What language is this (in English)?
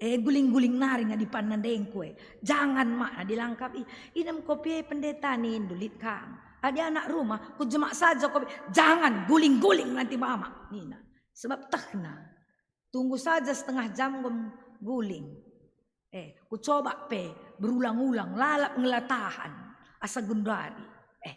Batak Karo